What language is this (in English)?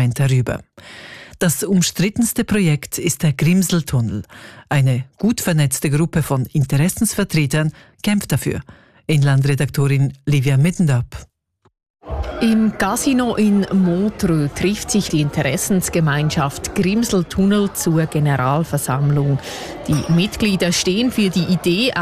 German